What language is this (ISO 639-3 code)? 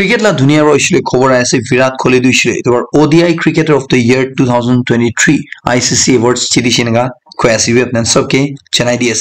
nag